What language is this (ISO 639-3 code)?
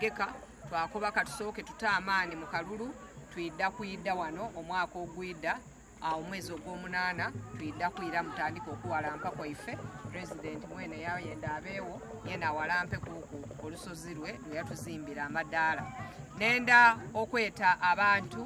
xog